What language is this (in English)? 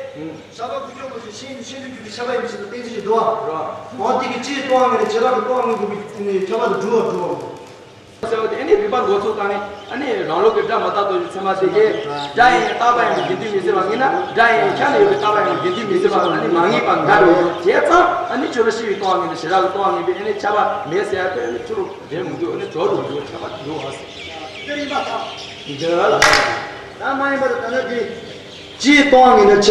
Tibetan